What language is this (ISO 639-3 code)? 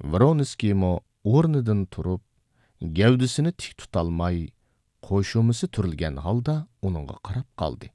uig